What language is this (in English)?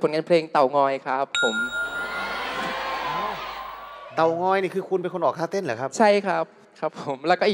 Thai